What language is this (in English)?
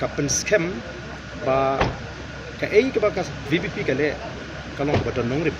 Khasi